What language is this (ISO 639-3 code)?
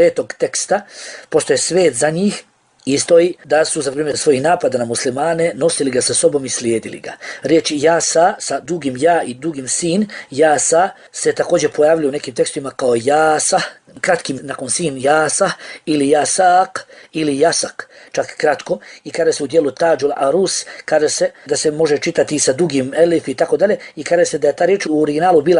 bos